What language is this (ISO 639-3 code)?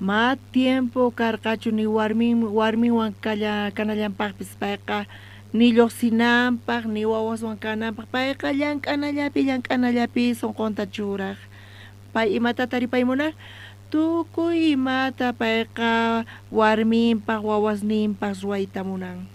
quh